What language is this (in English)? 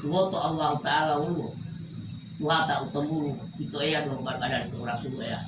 Gorontalo